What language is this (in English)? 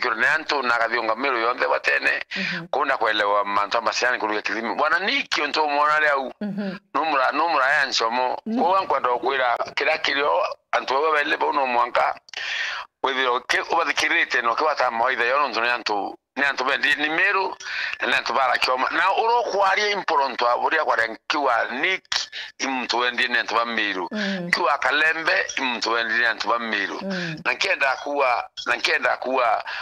Meru